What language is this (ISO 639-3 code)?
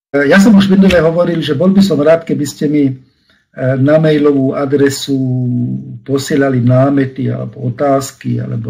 slk